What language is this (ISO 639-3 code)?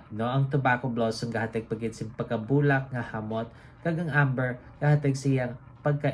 hil